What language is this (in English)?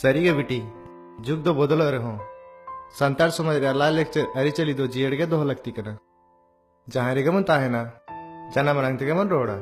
Santali